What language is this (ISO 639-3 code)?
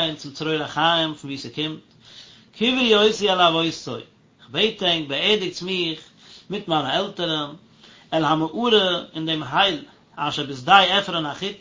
yid